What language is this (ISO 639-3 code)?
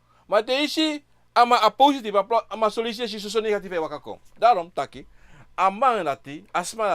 srn